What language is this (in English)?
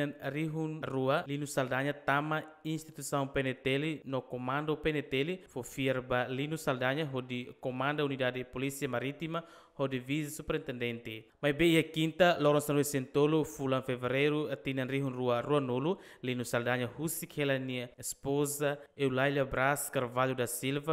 Tetum